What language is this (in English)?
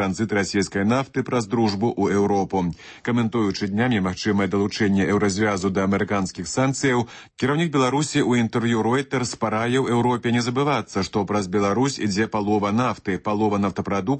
Belarusian